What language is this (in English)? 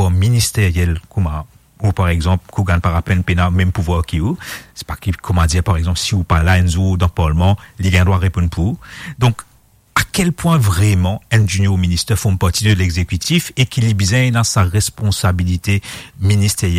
Morisyen